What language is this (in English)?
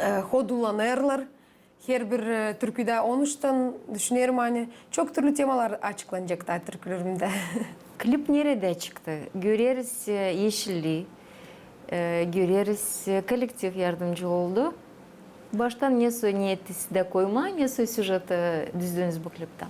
Gagauz